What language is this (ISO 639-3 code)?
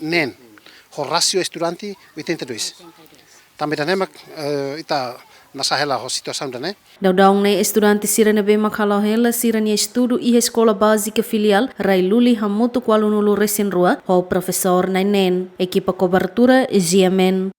tet